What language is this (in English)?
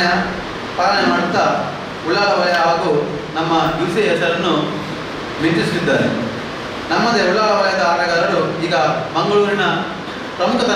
Kannada